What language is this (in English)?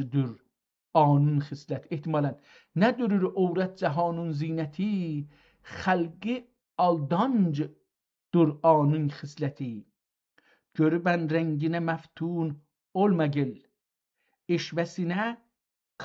South Azerbaijani